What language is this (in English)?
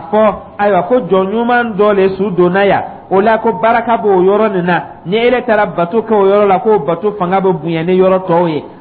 Dyula